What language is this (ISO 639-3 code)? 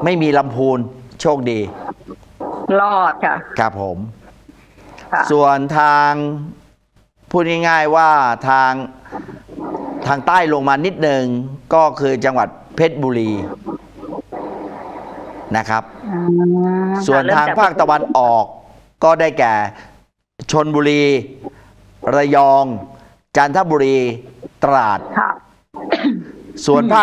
tha